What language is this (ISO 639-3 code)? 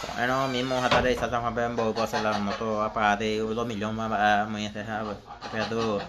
grn